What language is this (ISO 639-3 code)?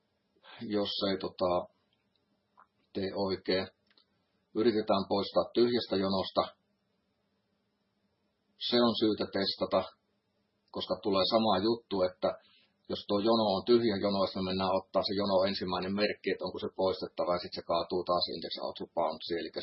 fin